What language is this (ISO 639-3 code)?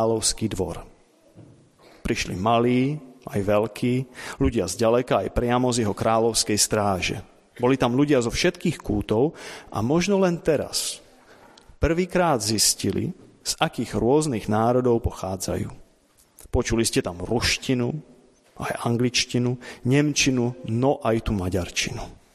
slk